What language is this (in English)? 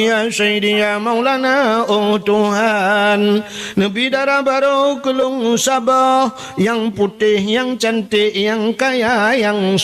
Achinese